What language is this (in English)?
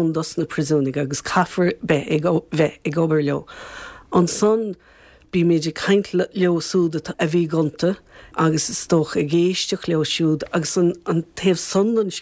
Irish